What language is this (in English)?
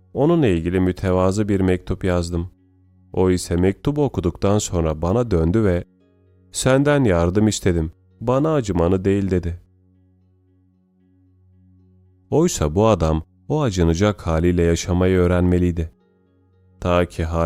Turkish